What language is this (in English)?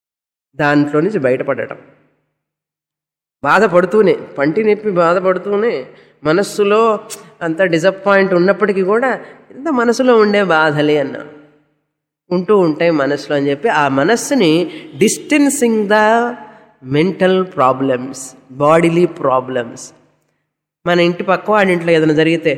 Telugu